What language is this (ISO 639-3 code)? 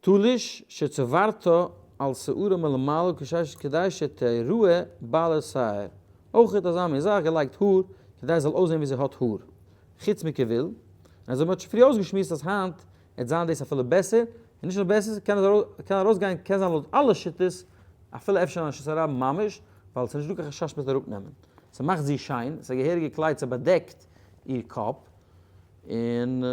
yid